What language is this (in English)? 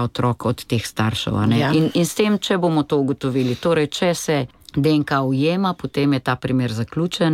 Slovenian